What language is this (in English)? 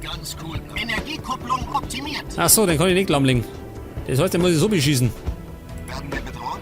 Bavarian